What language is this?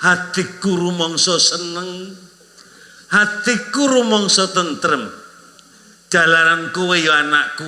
Javanese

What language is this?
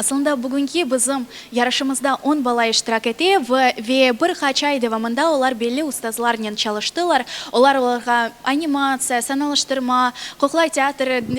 Crimean Tatar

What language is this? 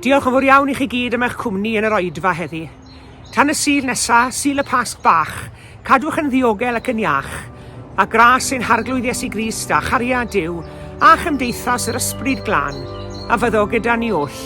Welsh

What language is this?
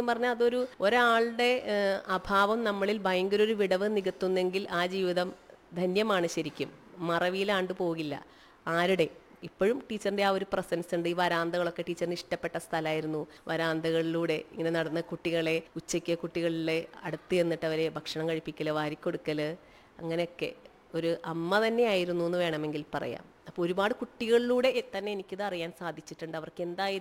Malayalam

